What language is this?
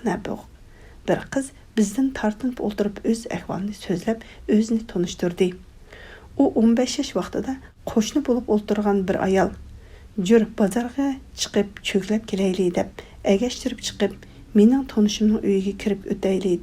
Uyghur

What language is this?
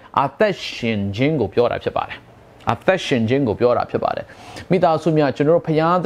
Burmese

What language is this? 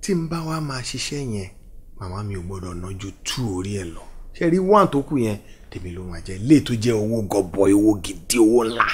Yoruba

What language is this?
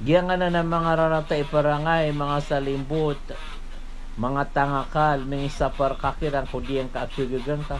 Maranao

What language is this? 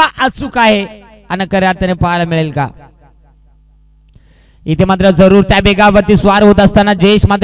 Marathi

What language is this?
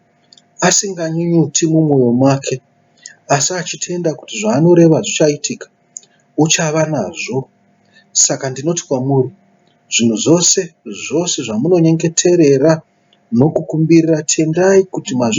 Shona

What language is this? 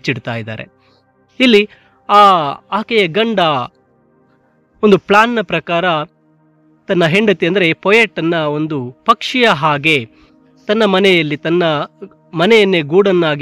Kannada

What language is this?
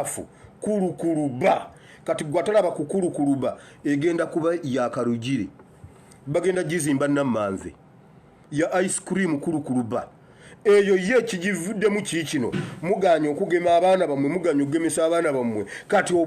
Ganda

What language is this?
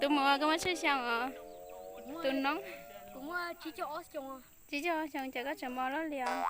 Hmong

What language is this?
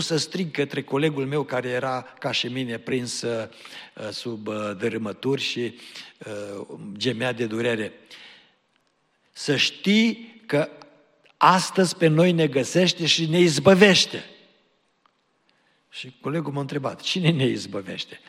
Romanian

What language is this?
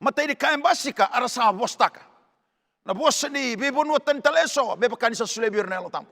Fijian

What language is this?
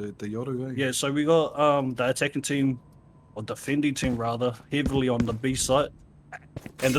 Māori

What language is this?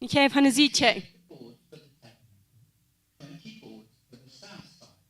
Plautdietsch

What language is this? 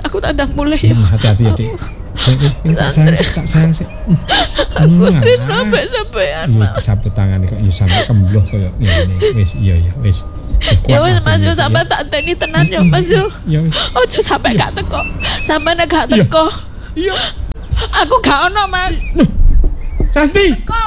Javanese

